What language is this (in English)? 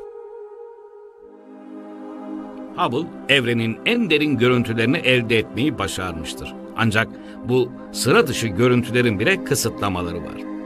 Turkish